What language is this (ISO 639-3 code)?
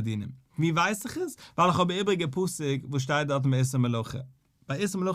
yid